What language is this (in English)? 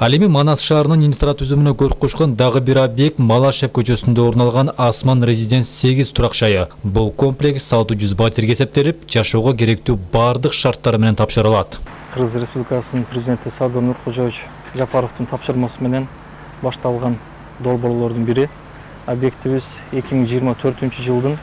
Kyrgyz